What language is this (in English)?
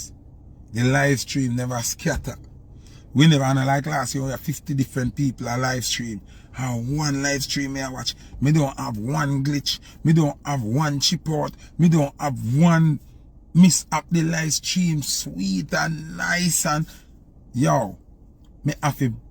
Jamaican Creole English